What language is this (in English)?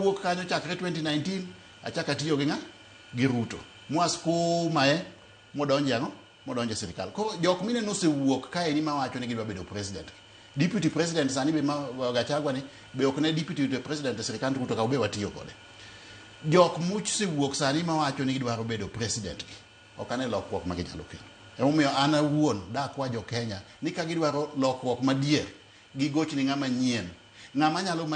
Luo (Kenya and Tanzania)